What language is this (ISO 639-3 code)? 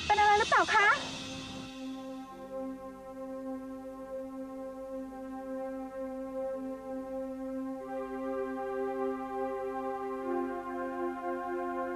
tha